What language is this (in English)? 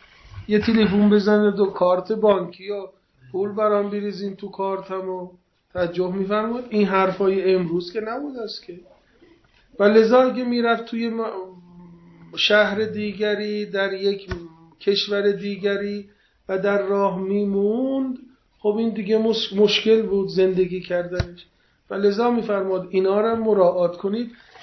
Persian